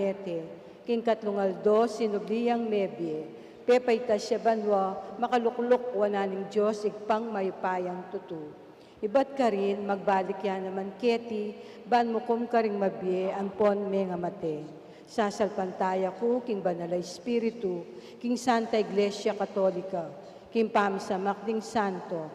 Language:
Pampanga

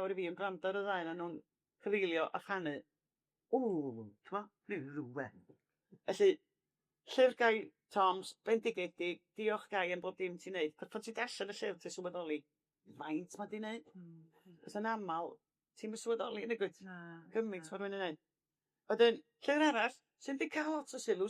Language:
Welsh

